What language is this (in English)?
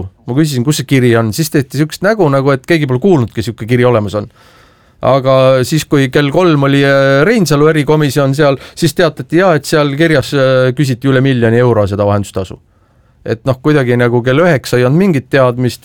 Estonian